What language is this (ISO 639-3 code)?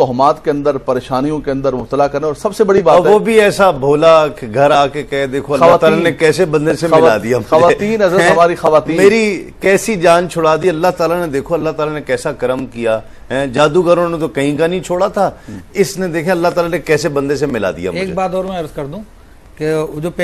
urd